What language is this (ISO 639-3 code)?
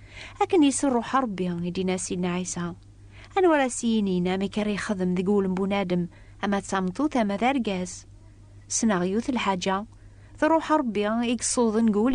kab